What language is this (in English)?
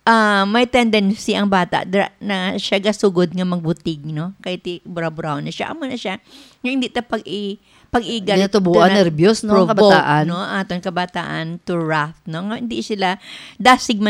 Hiligaynon